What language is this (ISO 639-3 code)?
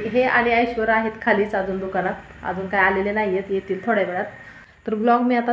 mar